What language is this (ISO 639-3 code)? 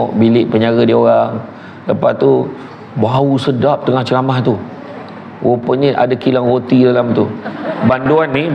msa